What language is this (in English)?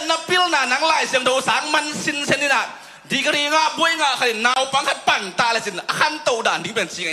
Tedim Chin